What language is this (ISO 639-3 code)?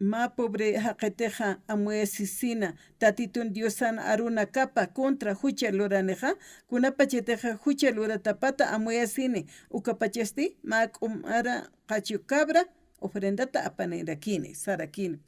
aym